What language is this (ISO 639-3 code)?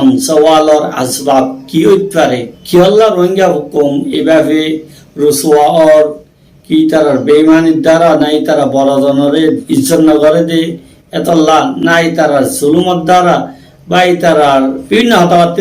rhg